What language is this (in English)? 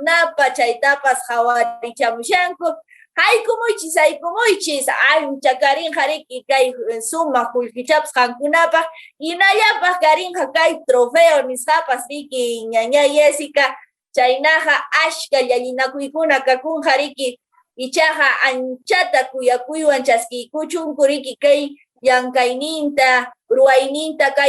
Quechua